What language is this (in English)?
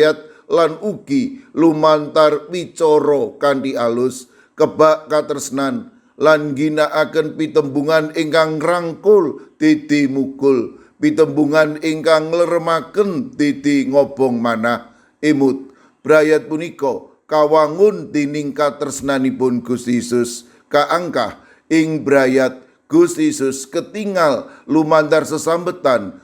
Javanese